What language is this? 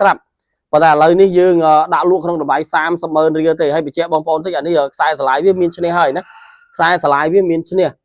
Khmer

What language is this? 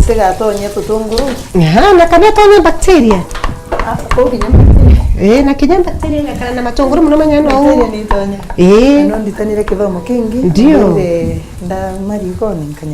Meru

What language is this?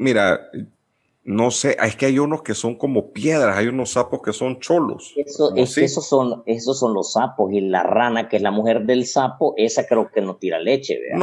Spanish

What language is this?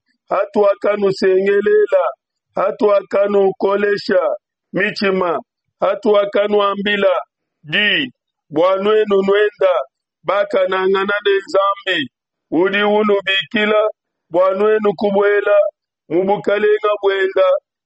Luba-Lulua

